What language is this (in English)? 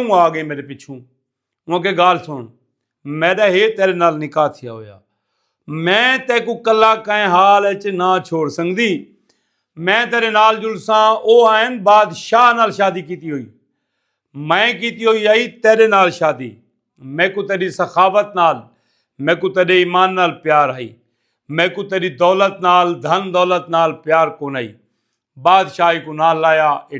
Saraiki